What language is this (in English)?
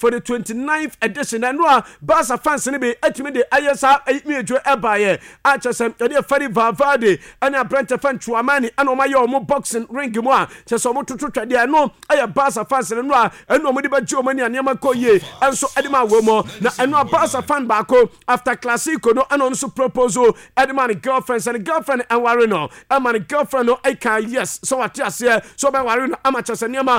Akan